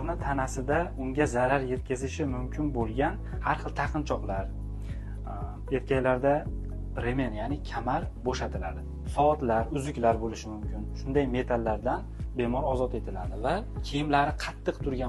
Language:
Uzbek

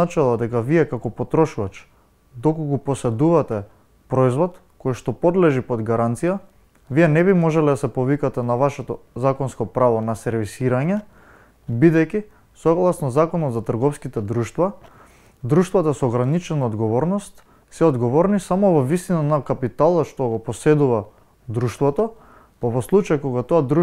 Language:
Macedonian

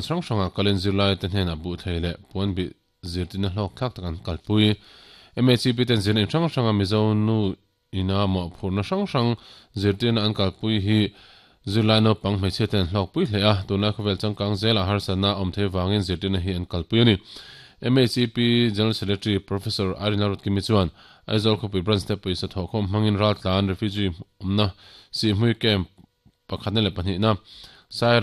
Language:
Mizo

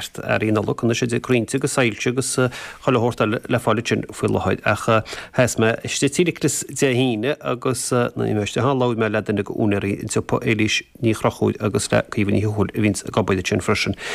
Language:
Irish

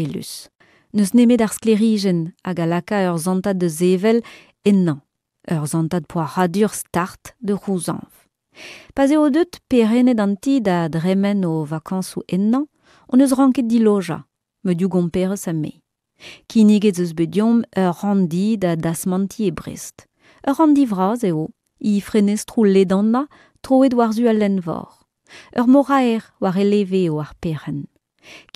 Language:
Breton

